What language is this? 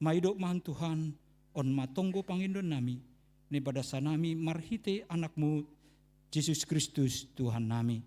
Batak Simalungun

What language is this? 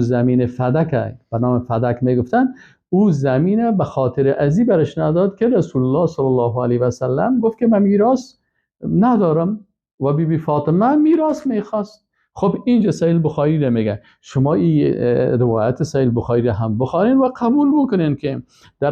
Persian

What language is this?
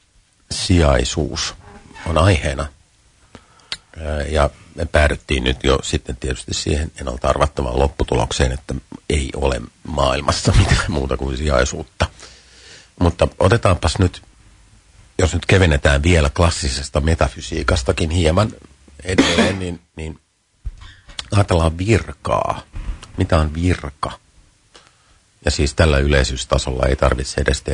Finnish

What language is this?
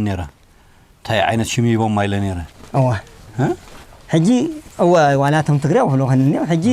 Tigrinya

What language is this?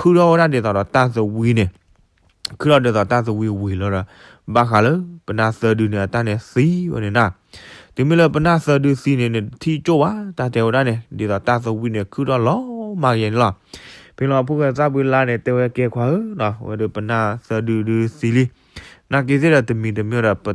S'gaw Karen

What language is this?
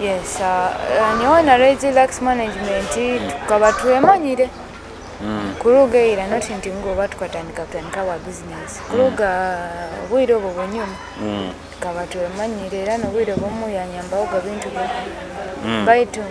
Nyoro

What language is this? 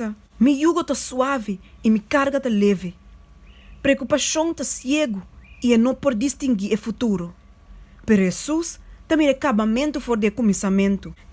Papiamento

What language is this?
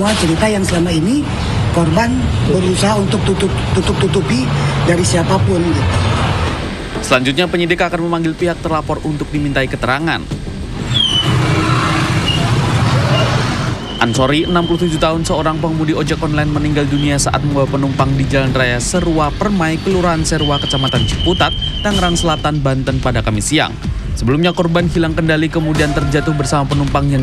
Indonesian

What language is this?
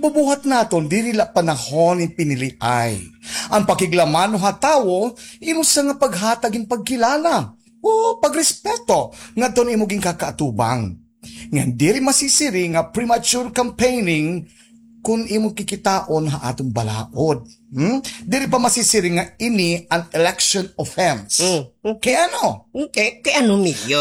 Waray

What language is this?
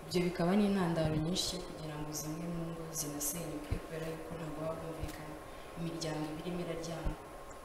Kinyarwanda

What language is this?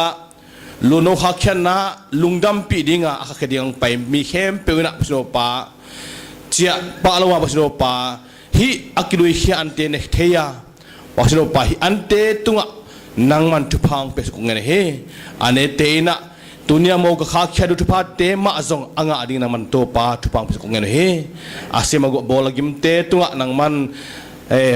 Paite Chin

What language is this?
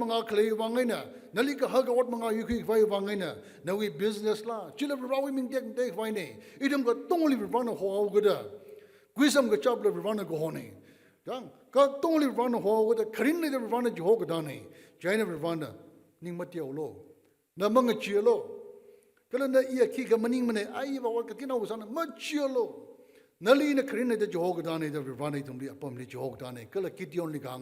Tangkhul Naga (India)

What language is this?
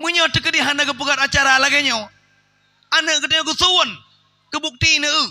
Achinese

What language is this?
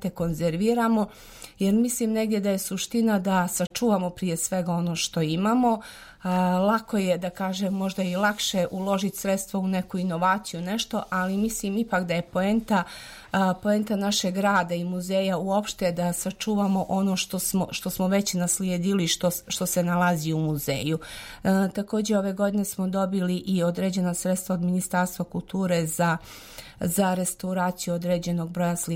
Serbian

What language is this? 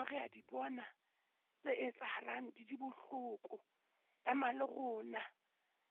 Southern Sotho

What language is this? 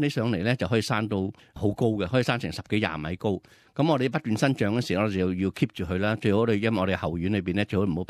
Cantonese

